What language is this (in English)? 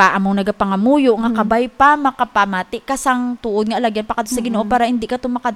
Hiligaynon